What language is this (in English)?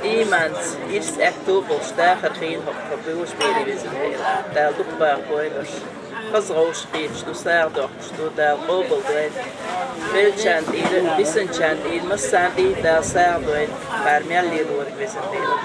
Chechen